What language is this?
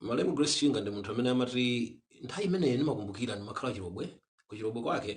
Nyanja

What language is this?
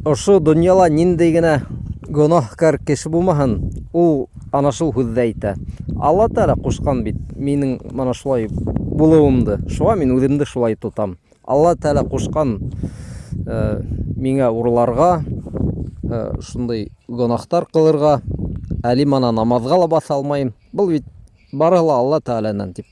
Bashkir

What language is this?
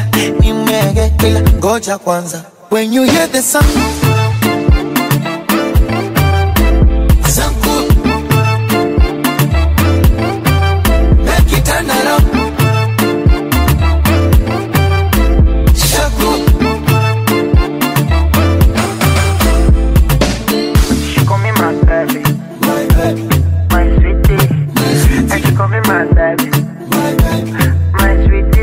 Swahili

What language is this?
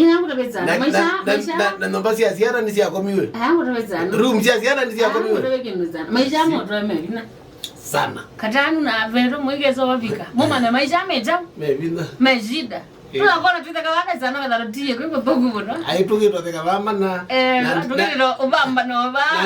Kamba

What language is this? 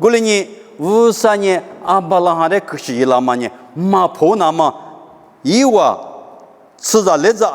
Lisu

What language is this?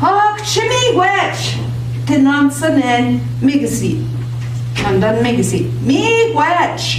Central Ojibwa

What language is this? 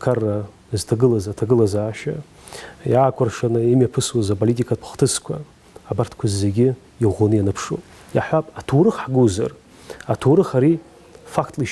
Abkhazian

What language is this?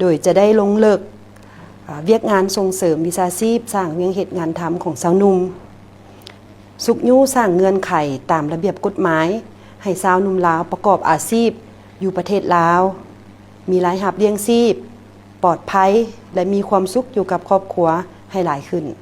Lao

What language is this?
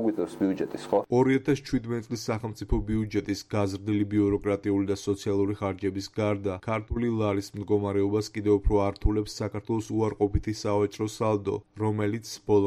Georgian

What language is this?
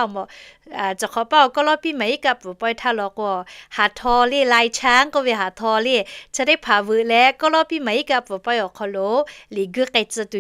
Lahu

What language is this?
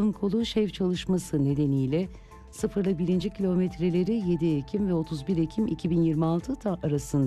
Turkish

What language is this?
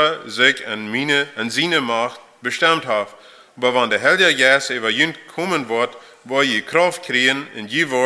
Plautdietsch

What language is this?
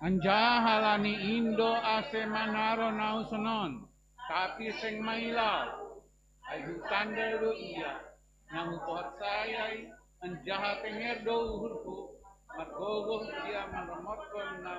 Batak Simalungun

